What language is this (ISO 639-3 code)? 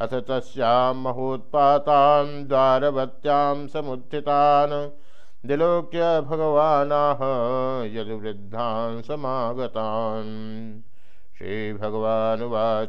san